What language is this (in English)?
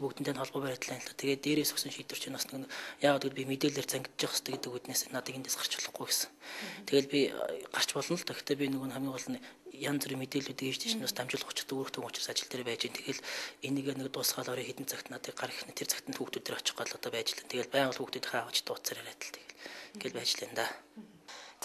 Mongolian